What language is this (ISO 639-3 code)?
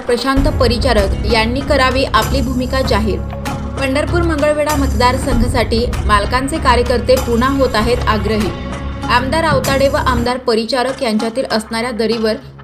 mar